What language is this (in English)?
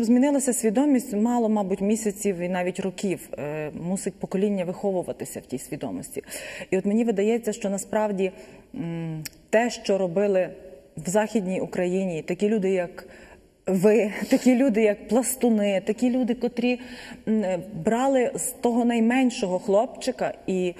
Ukrainian